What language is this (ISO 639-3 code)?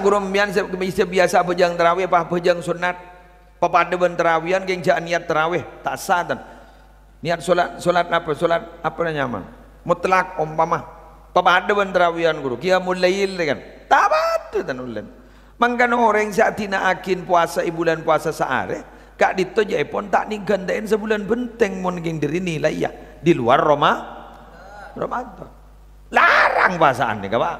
mad